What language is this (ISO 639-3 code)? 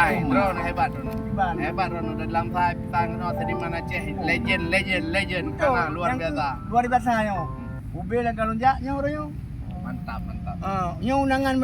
ace